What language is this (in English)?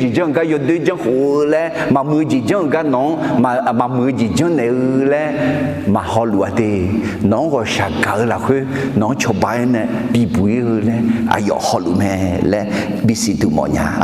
Akha